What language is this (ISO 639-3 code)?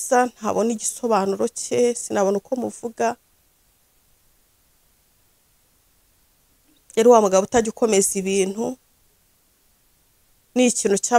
kin